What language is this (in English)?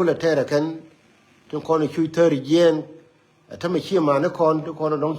Nuer